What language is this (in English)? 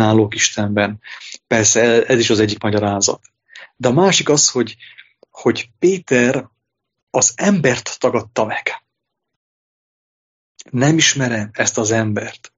Hungarian